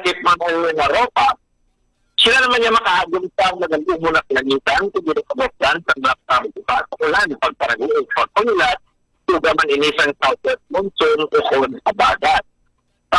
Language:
Hiligaynon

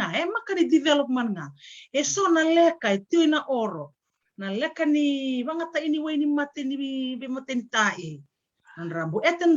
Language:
Fijian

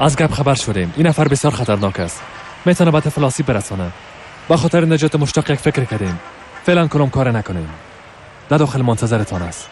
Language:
Persian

